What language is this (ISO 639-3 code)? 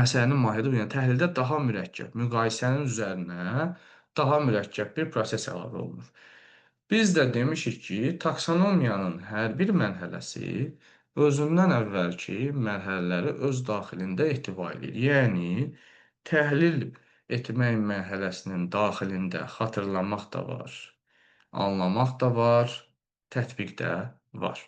aze